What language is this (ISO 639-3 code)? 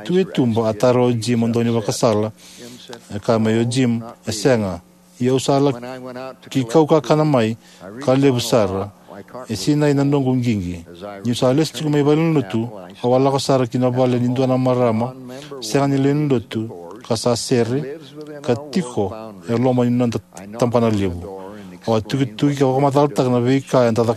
fij